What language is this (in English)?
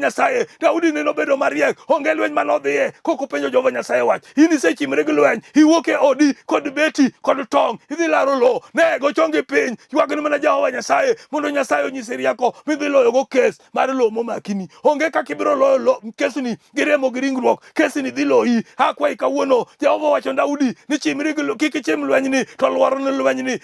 Luo (Kenya and Tanzania)